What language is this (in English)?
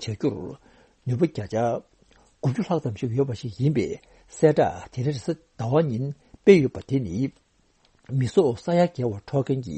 Tibetan